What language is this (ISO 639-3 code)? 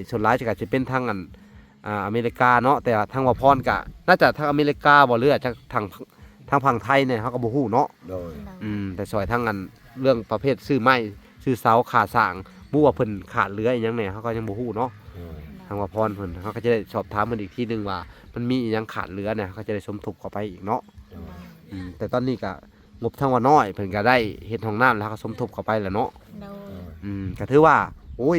lao